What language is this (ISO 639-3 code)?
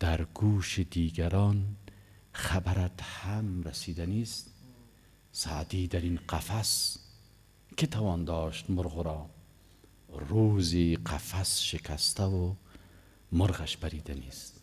fas